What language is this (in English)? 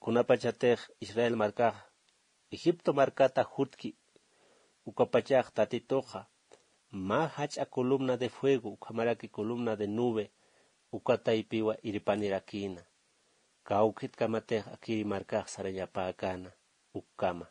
Aymara